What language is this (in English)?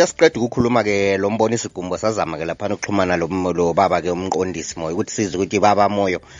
North Ndebele